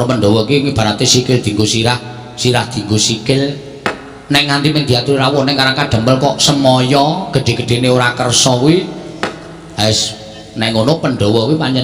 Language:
Javanese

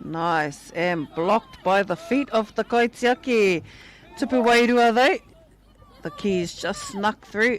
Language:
Māori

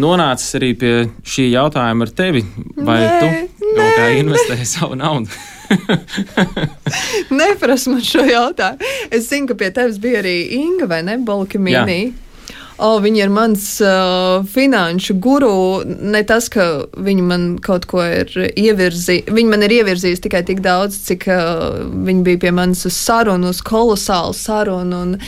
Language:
Latvian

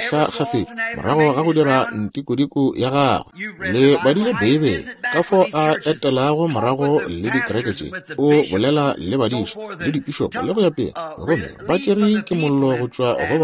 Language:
Northern Sotho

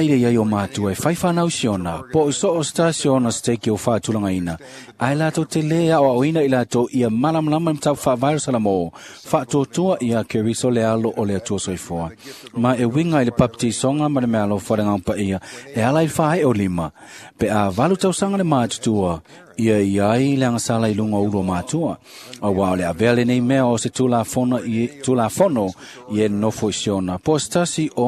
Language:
Samoan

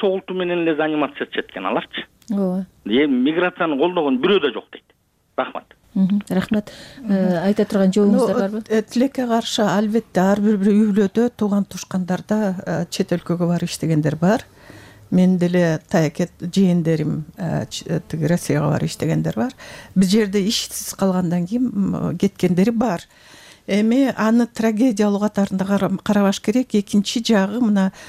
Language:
Kyrgyz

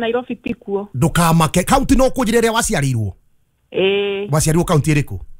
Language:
Kikuyu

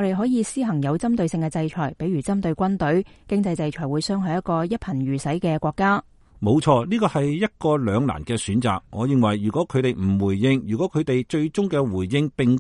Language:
Cantonese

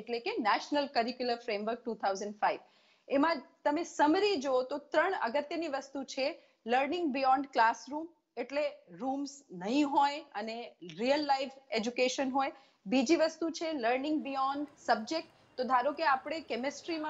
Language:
Gujarati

